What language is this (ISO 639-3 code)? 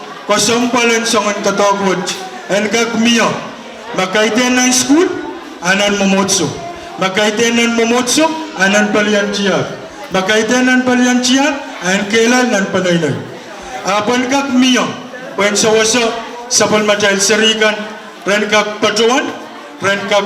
pon